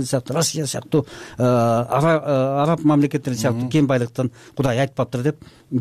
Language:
Kyrgyz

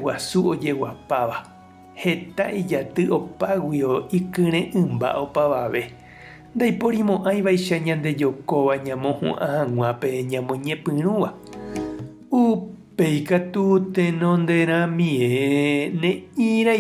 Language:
Guarani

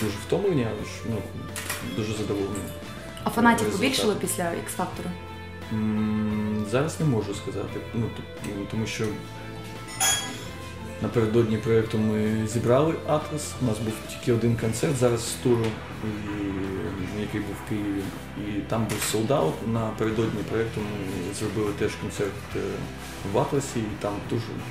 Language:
Ukrainian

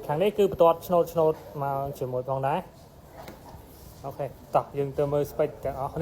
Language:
Khmer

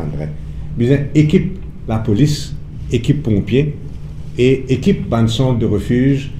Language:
Morisyen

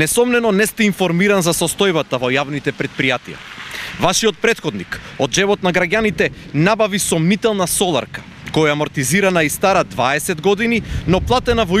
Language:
Macedonian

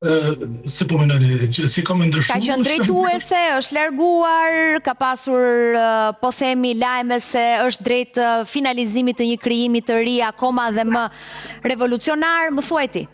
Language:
Albanian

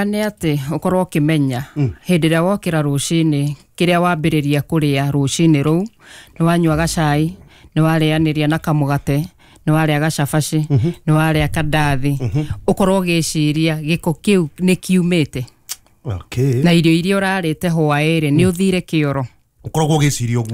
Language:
Kikuyu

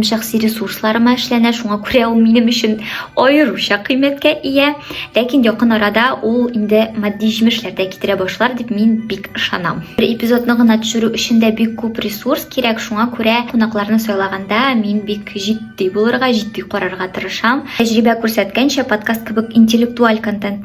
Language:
Tatar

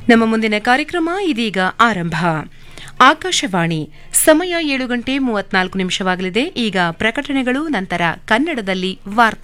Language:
Kannada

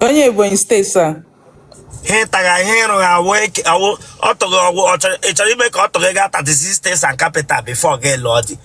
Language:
Igbo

